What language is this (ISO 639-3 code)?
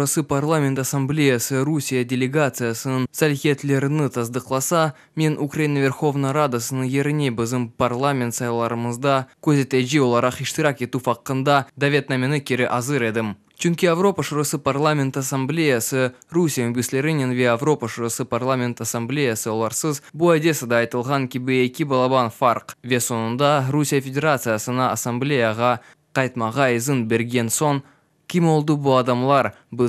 crh